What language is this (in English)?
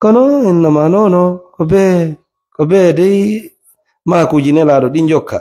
Fula